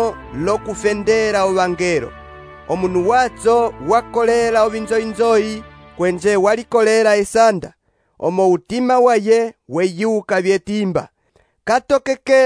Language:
Umbundu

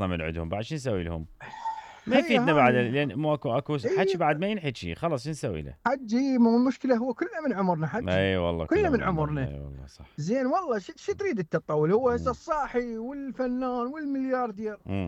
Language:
Mesopotamian Arabic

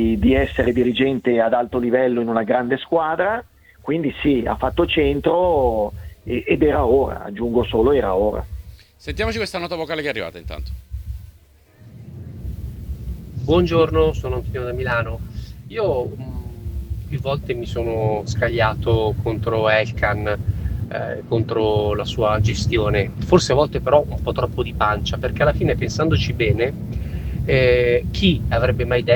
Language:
Italian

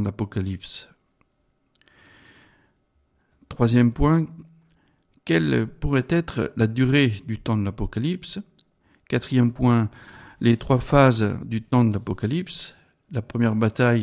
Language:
French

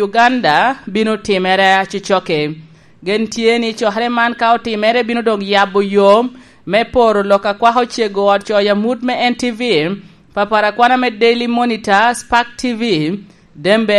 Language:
Lango (Uganda)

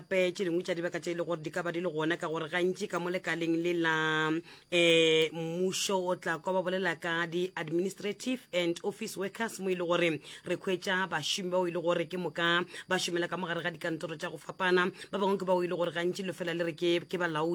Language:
Northern Sotho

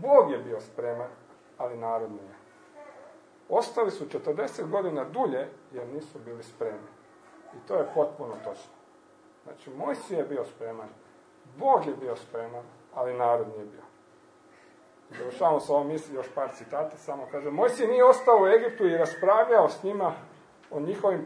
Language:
Croatian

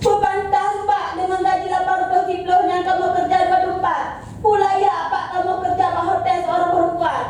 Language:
Achinese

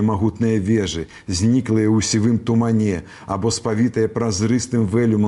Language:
Belarusian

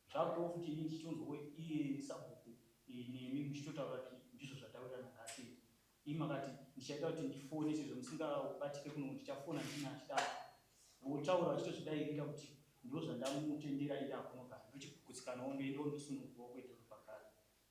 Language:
Shona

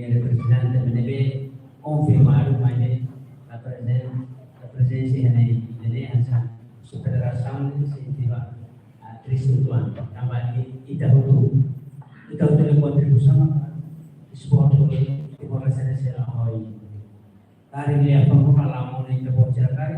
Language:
Tetum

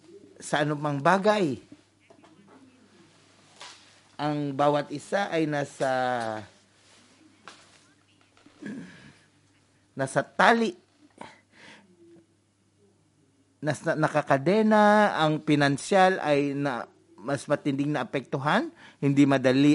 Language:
Filipino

